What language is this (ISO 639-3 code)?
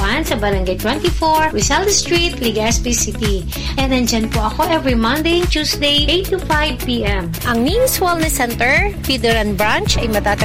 fil